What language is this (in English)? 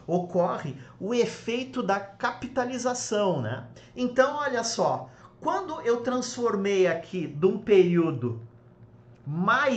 Portuguese